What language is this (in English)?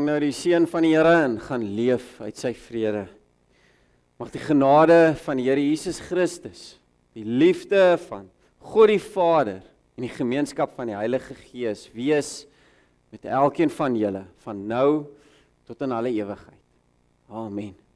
Afrikaans